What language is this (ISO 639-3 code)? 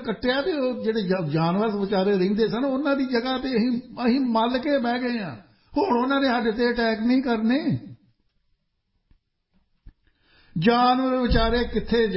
pan